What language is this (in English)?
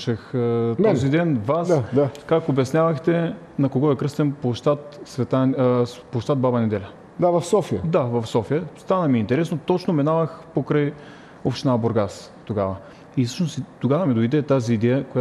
Bulgarian